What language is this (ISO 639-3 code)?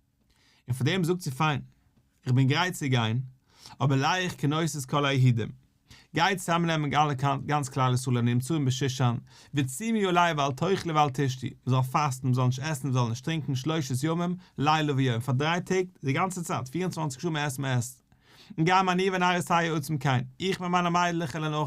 yid